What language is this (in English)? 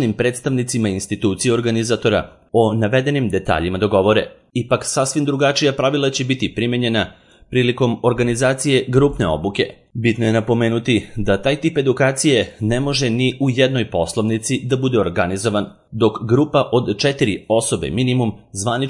Serbian